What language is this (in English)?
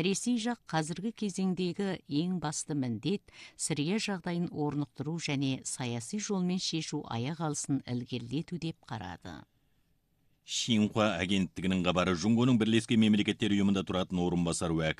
Kazakh